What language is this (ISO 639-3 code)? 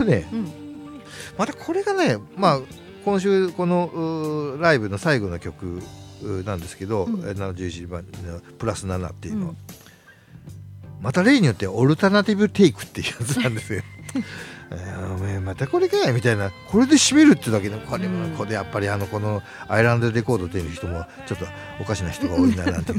jpn